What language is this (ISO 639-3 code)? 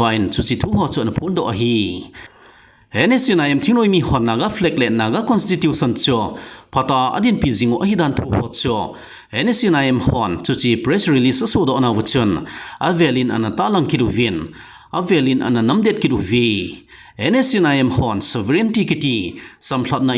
tcz